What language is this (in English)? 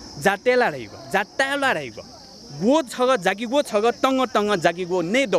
Newari